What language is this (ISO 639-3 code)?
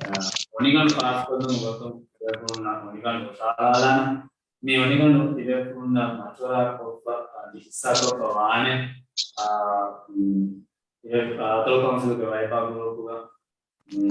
div